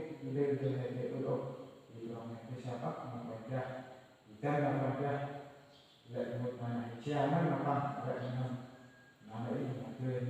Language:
Central Mnong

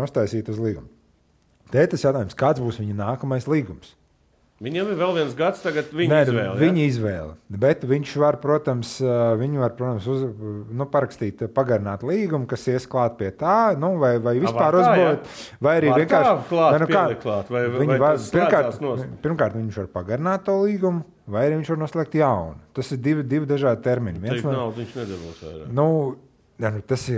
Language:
Latvian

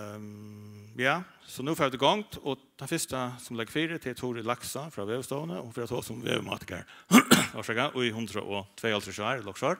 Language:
Faroese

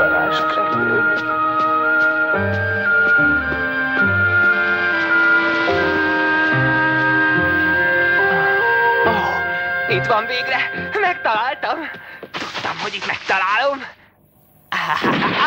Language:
Hungarian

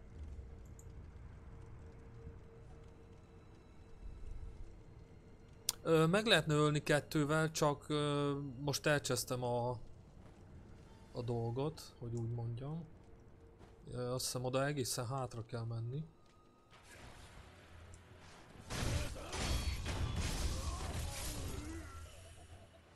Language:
Hungarian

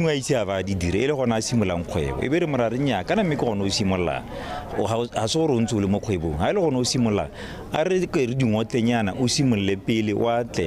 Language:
Tswana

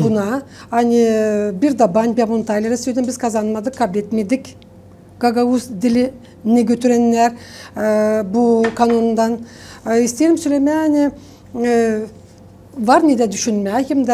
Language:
Gagauz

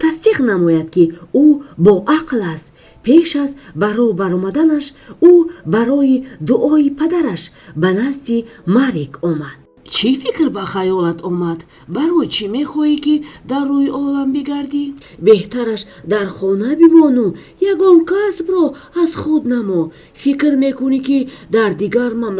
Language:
Tajik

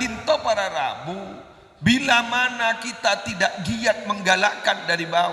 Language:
Madurese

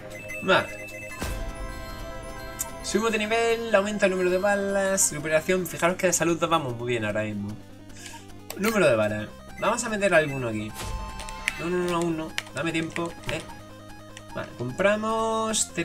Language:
Spanish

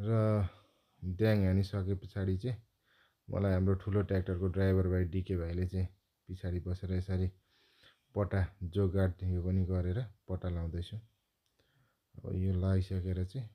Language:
Nepali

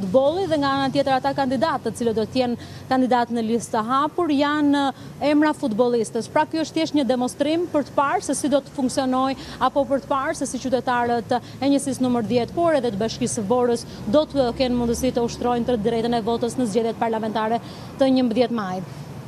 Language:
Albanian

